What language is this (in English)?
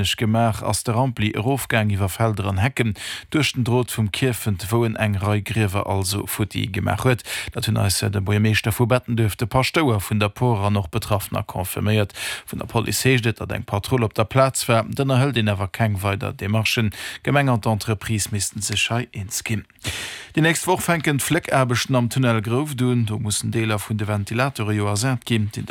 Luxembourgish